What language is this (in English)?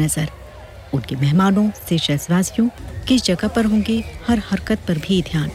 Hindi